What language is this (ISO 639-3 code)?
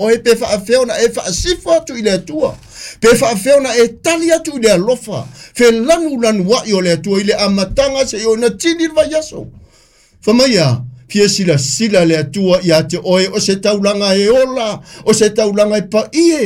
smo